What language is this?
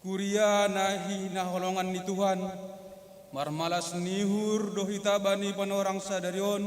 Batak Simalungun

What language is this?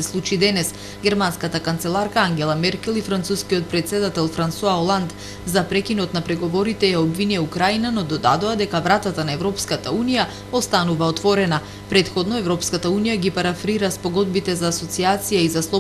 Macedonian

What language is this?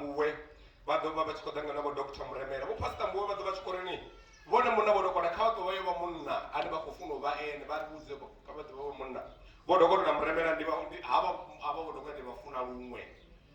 Venda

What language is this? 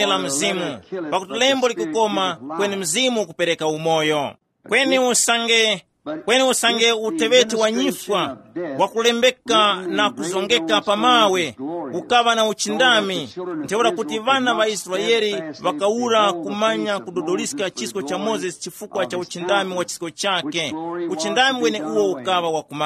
Tumbuka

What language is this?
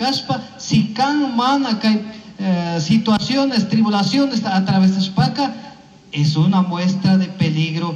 Chimborazo Highland Quichua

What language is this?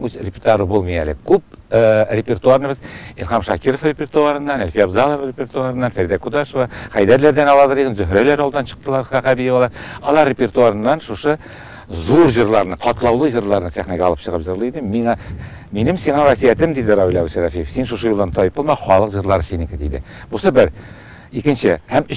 Tatar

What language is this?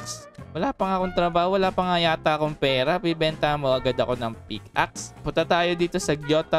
Filipino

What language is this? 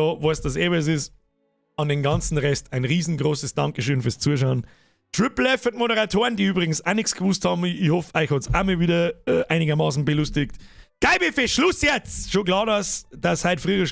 Bavarian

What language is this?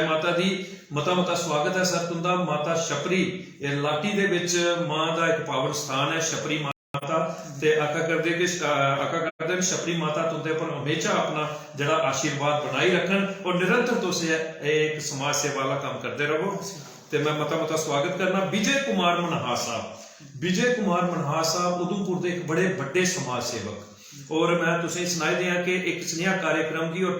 Dogri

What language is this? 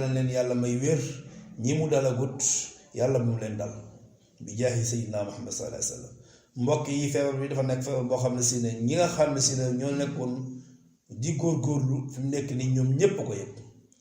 Wolof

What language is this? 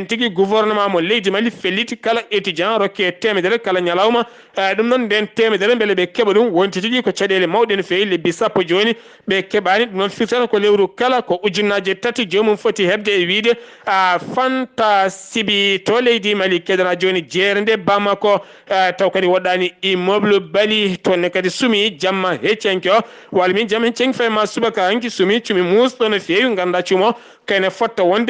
Fula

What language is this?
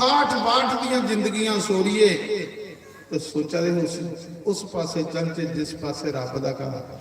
Dogri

